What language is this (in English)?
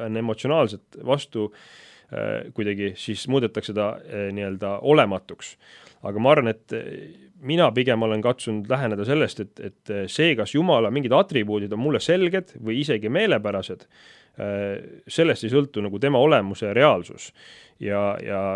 Estonian